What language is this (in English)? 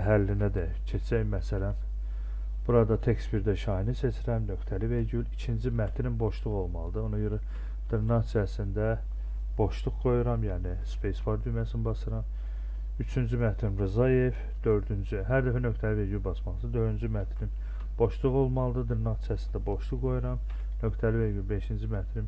Azerbaijani